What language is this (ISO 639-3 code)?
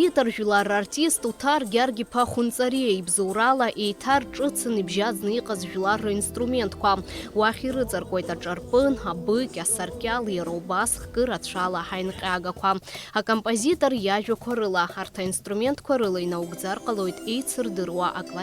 abk